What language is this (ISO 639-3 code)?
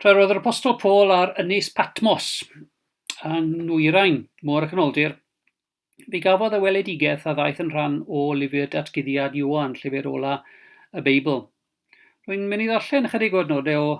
cym